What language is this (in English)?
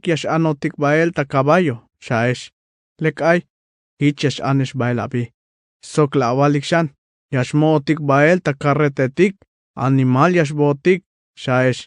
Tzeltal